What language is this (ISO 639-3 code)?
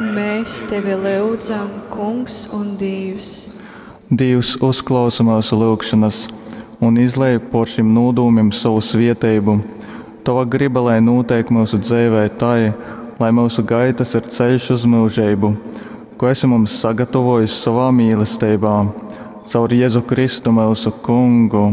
ltg